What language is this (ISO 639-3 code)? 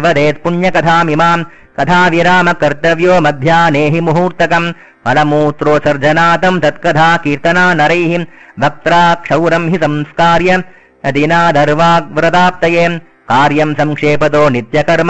san